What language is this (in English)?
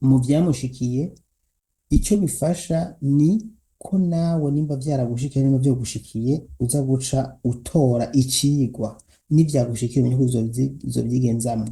Rundi